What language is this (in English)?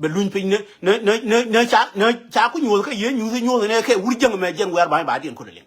Nuer